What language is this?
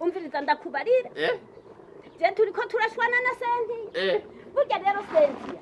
Rundi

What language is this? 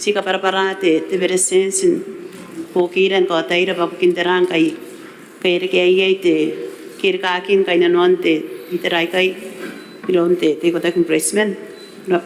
Gilbertese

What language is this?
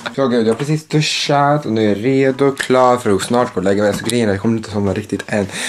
Swedish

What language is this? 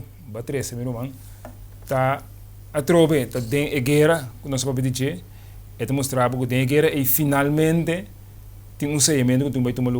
Papiamento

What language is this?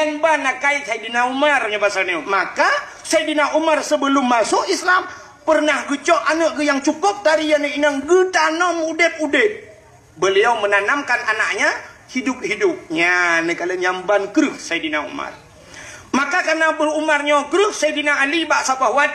Achinese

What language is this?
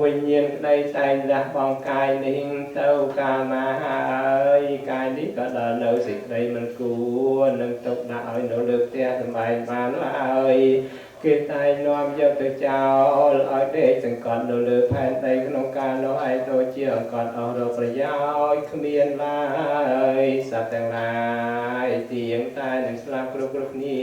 Khmer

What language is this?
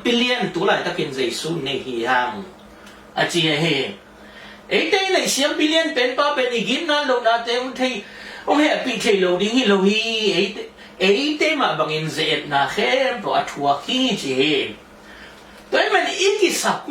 Tedim Chin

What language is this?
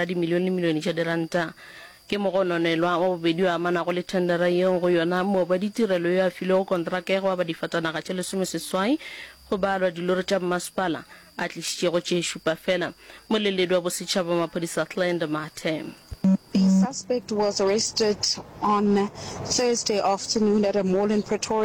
Northern Sotho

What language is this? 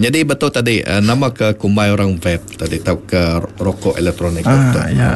Iban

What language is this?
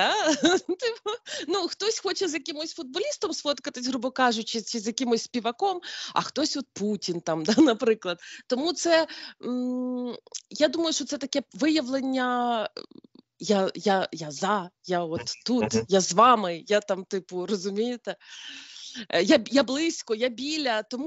Ukrainian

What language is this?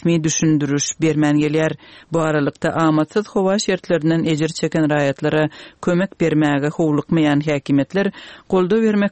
Turkmen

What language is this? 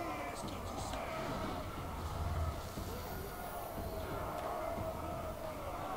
French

